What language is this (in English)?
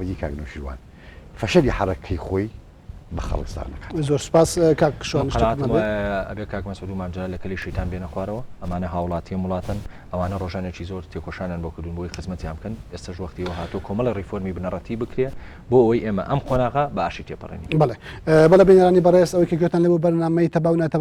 Central Kurdish